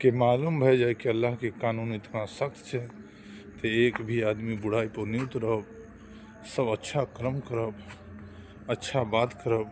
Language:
Maithili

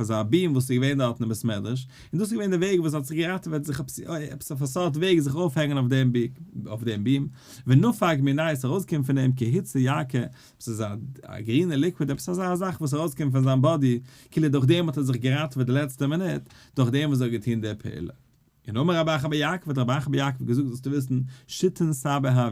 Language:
Yiddish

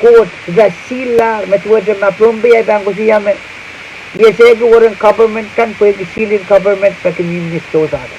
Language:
Pohnpeian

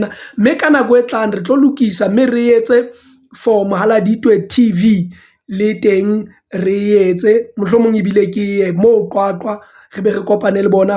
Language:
Southern Sotho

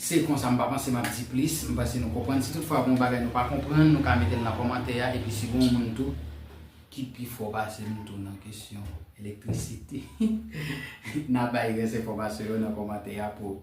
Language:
Haitian Creole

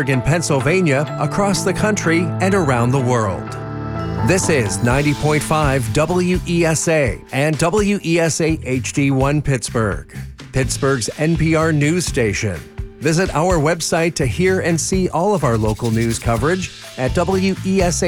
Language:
English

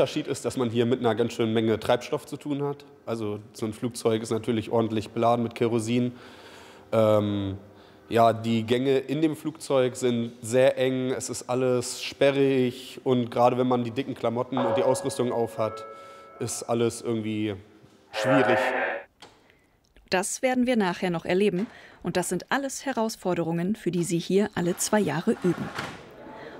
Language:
German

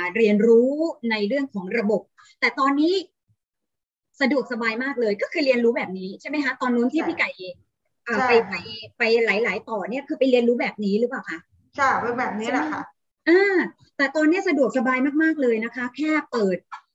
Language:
Thai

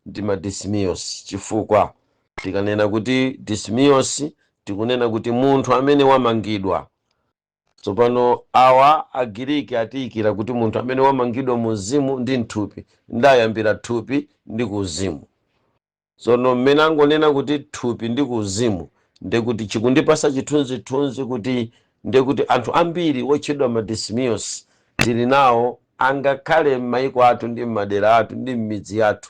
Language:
Nyanja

